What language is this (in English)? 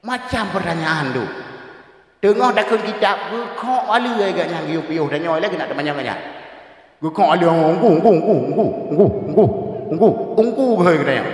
Achinese